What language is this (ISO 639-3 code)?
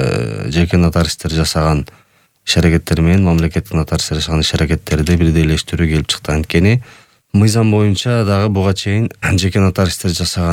kir